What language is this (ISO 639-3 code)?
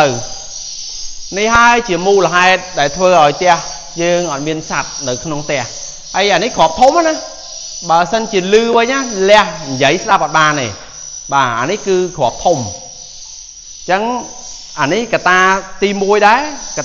khm